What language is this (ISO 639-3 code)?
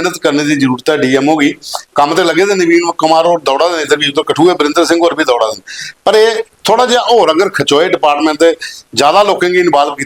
doi